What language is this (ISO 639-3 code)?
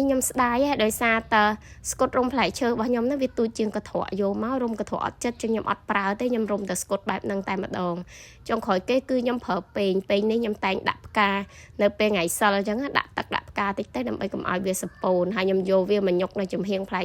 khm